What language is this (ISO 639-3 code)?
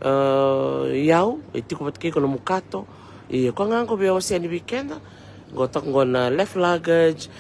fij